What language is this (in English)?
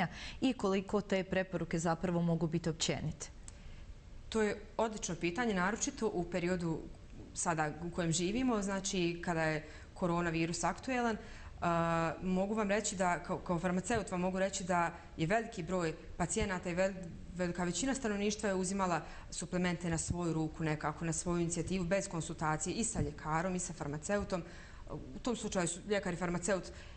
Bosnian